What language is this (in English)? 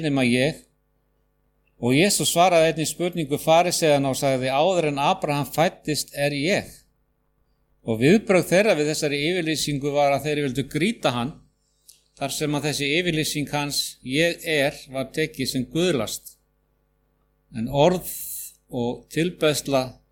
Icelandic